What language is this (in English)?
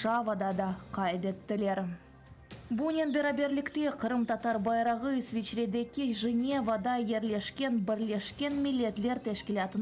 Crimean Tatar